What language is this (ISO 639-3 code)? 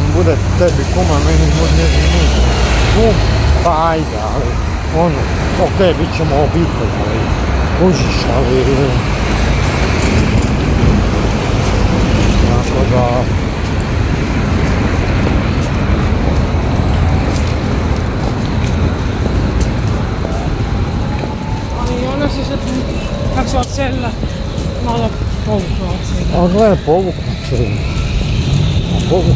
hrv